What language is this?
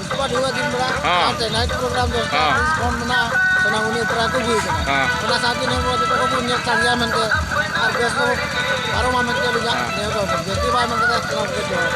Santali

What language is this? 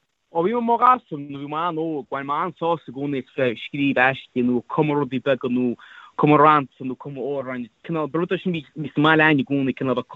Irish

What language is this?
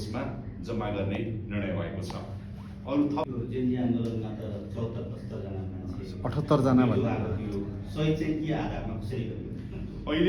Nepali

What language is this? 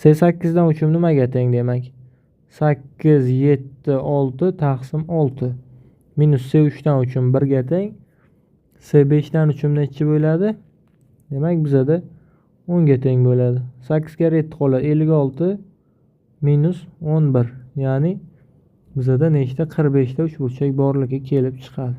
Uzbek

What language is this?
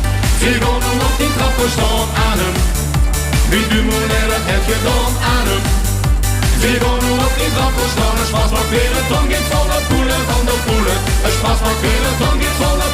Limburgish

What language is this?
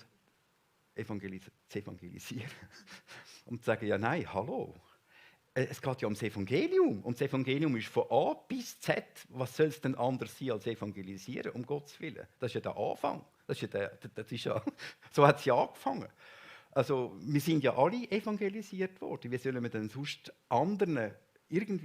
Swiss German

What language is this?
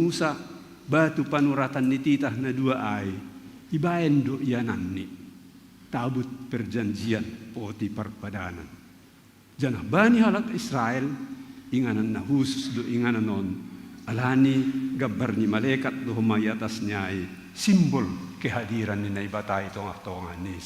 Batak Simalungun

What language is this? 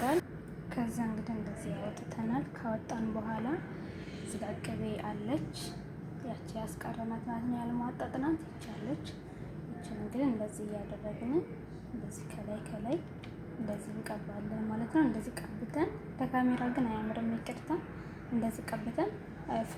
Amharic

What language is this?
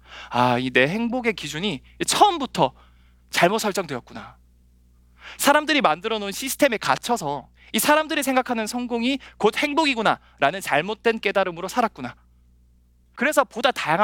Korean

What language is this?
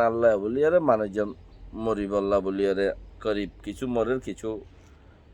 Rohingya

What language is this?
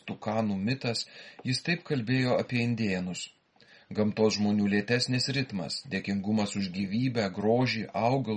Lithuanian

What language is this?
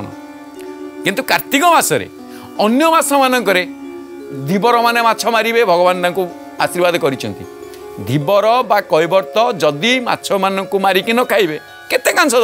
Odia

